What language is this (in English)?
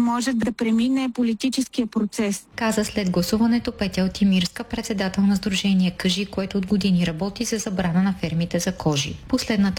Bulgarian